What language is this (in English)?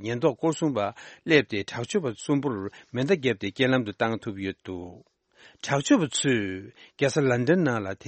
Tibetan